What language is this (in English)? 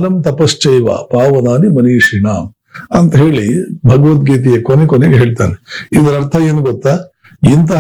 Kannada